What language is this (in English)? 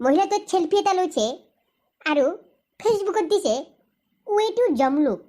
Assamese